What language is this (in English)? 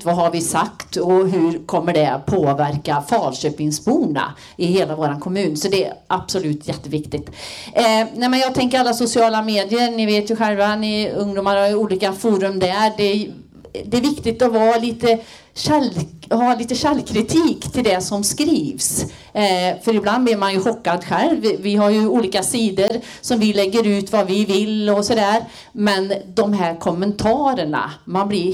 Swedish